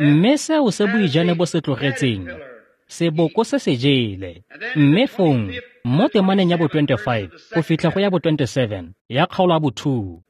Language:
Tswana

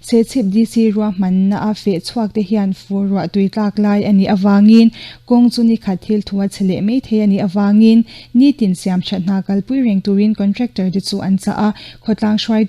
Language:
Mizo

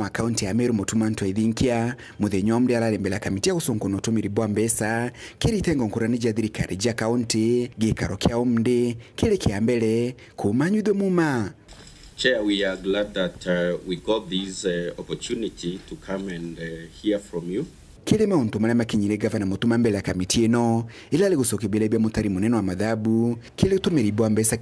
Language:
Meru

